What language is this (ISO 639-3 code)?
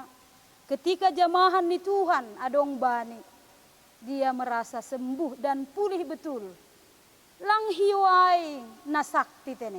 bts